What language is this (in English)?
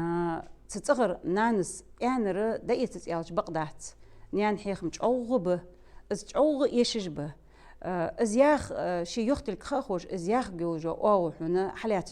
Ingush